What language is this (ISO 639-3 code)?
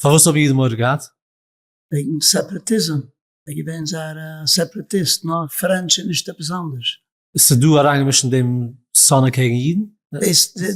yid